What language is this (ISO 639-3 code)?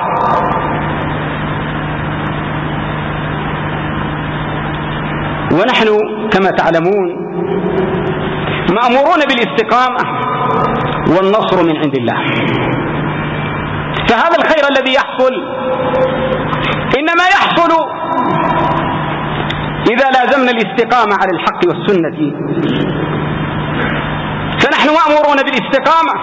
ara